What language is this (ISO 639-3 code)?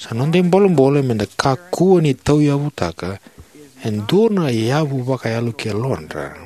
fij